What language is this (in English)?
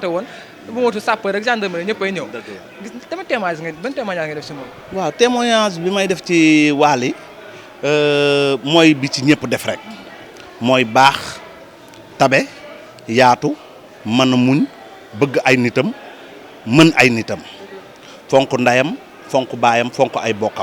Wolof